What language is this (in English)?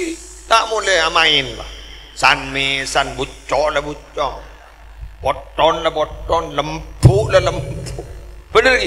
Madurese